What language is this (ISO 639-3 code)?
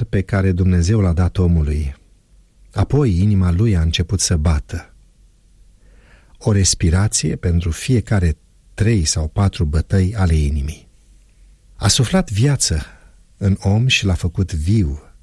ron